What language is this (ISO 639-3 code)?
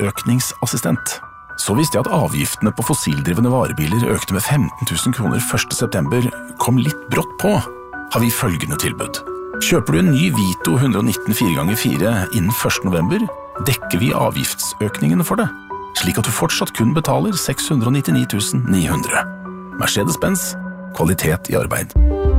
nor